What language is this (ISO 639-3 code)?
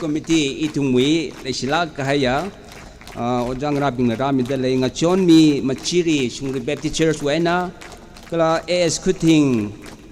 nmf